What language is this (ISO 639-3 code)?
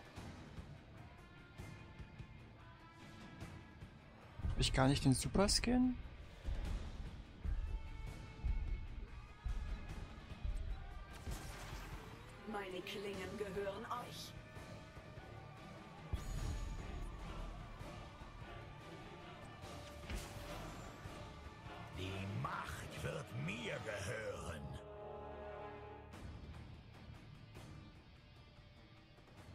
deu